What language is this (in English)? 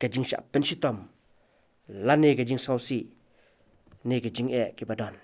Khasi